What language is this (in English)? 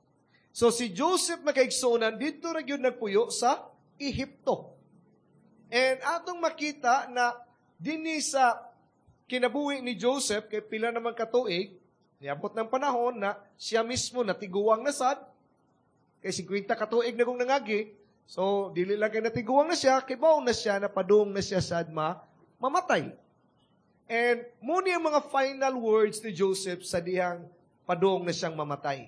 Cebuano